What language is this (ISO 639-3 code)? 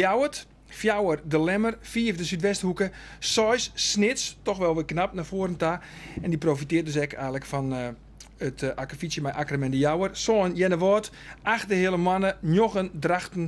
fry